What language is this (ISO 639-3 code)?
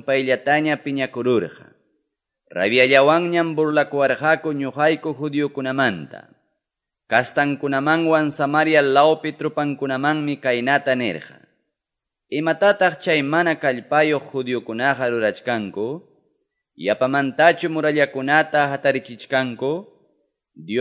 que